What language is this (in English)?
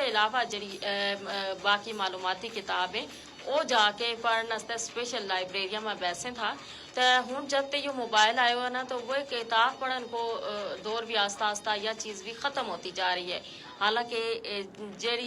Gujari